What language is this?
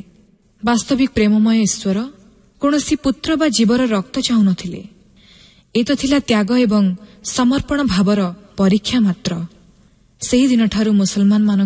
Odia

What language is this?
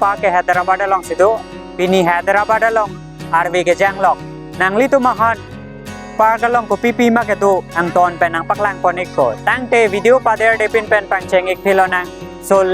Karbi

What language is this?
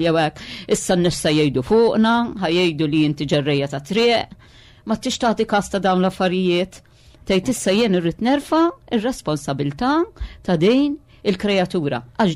Maltese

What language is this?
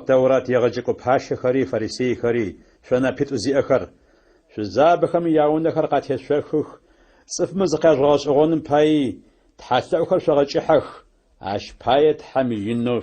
Adyghe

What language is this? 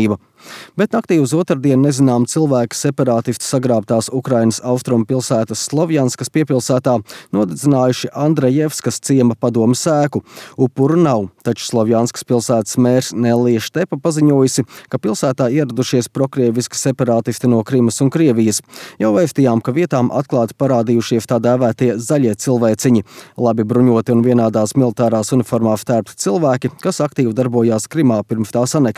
Latvian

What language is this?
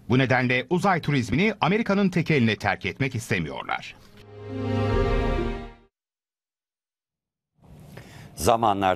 Turkish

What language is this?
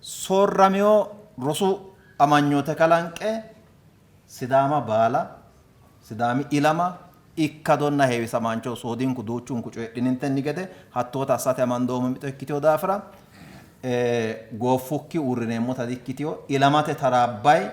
Sidamo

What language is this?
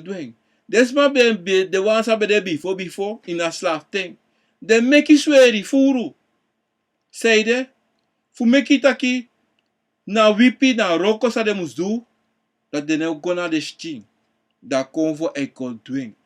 Sranan Tongo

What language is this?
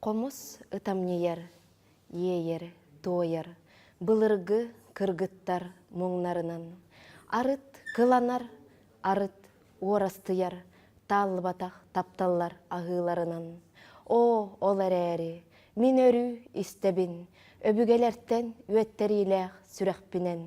Yakut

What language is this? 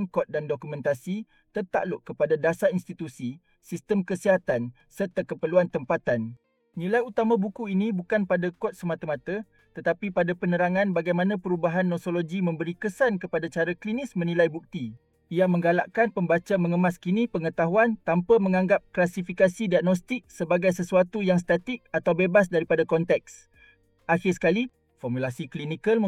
Malay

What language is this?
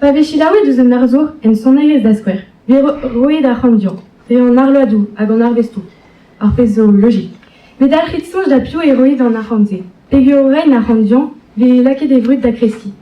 Breton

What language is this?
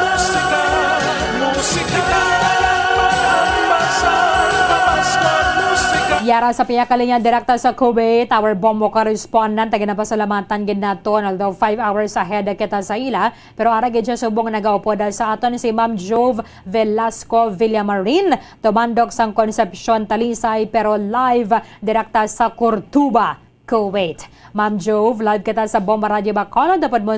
Hiligaynon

